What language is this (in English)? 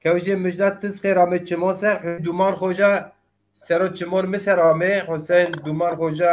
Zaza